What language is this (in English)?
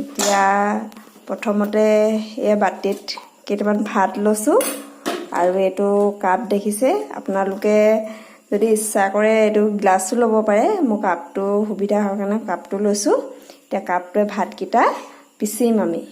Assamese